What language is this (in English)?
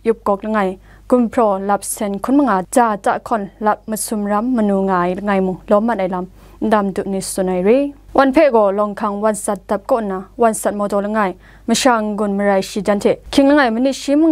Kachin